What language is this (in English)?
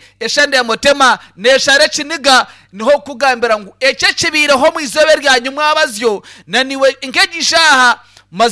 Nyankole